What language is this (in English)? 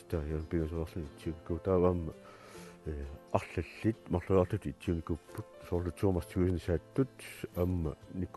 Kalaallisut